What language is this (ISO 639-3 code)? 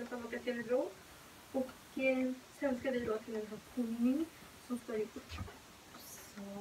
swe